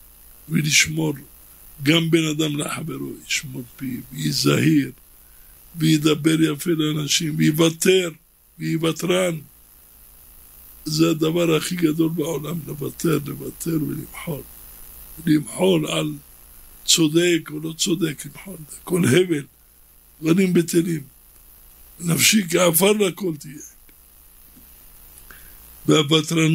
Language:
Hebrew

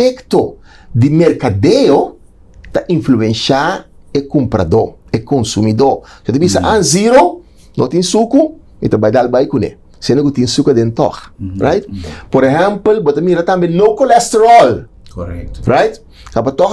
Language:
Papiamento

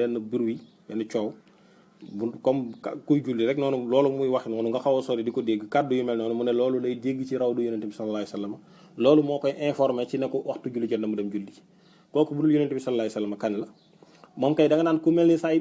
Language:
Wolof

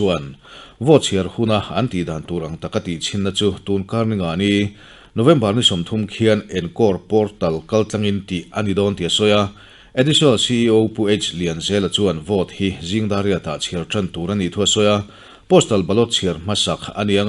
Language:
Mizo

